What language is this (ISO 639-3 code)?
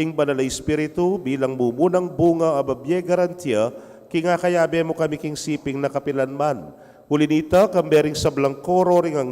pam